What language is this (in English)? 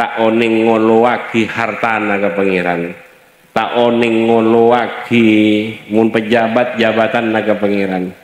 Madurese